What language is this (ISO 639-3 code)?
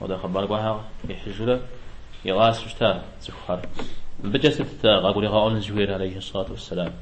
kbd